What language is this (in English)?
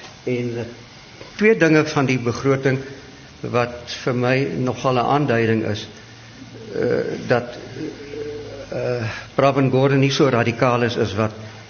Afrikaans